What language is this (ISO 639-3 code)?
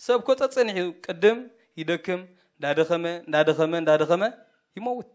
tir